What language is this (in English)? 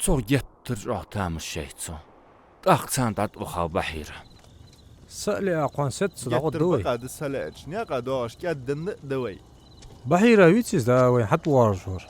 Ingush